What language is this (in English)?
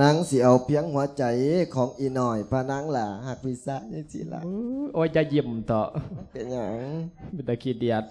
Lao